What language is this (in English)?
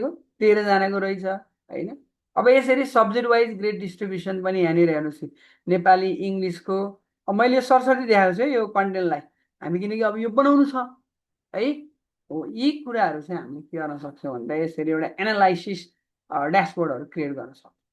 Nepali